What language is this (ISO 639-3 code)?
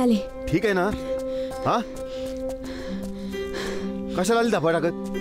mar